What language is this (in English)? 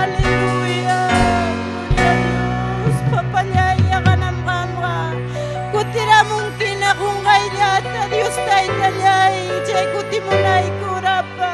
Ayacucho Quechua